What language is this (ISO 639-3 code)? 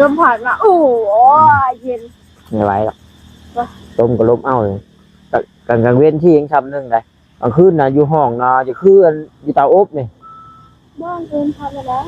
tts